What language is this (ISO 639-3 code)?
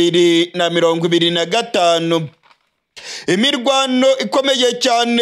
run